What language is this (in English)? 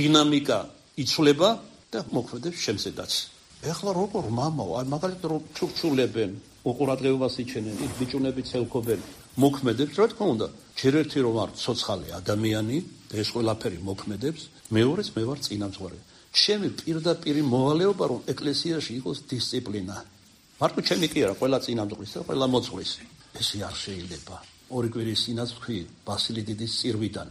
Georgian